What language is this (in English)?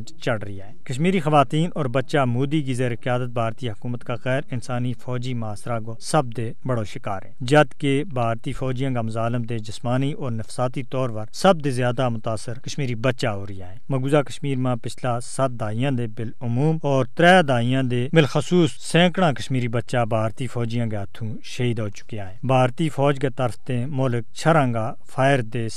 Gujari